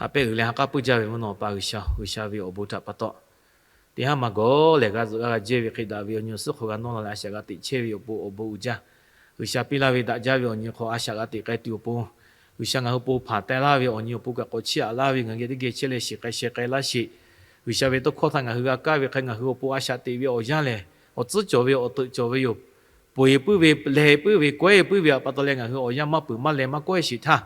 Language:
Lahu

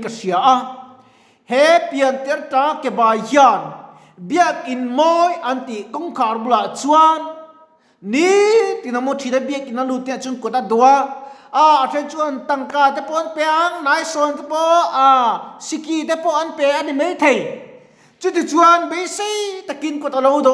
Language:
Mizo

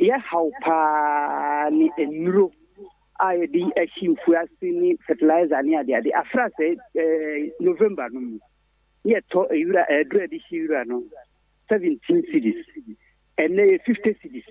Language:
Akan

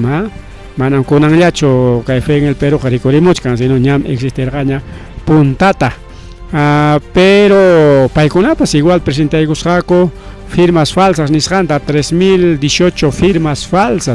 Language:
Ayacucho Quechua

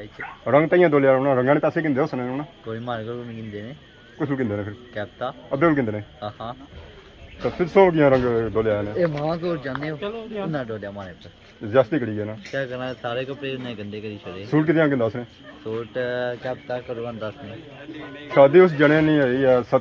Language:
Pahari-Potwari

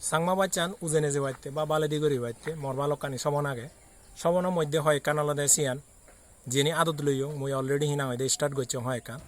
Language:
Chakma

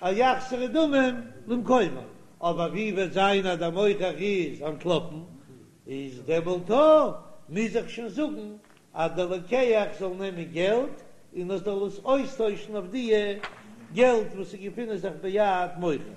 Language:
Yiddish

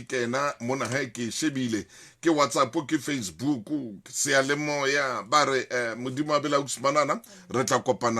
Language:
Southern Sotho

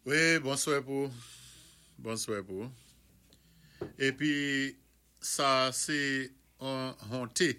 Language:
Saint Lucian Creole French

